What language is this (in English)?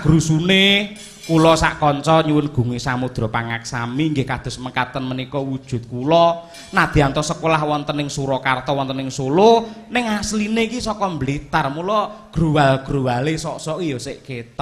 Javanese